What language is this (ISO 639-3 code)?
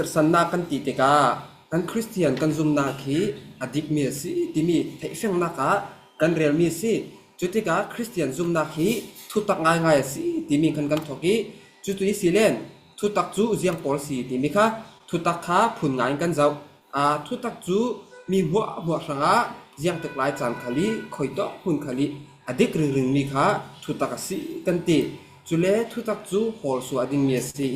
cfm